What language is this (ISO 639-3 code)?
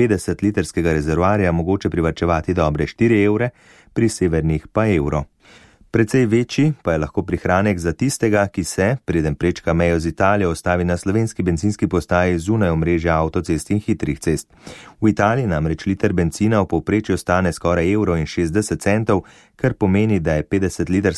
slv